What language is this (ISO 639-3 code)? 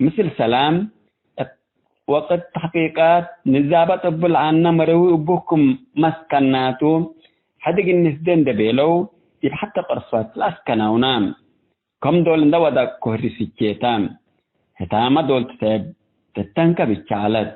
tig